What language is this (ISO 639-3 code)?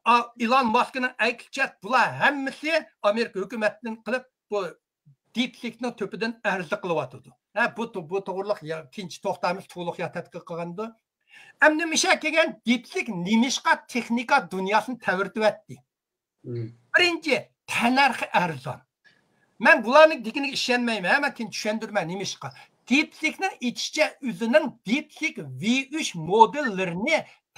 uig